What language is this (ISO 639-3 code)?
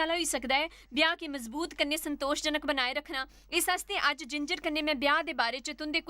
doi